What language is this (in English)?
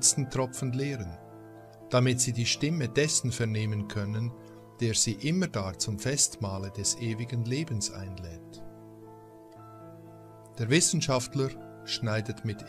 German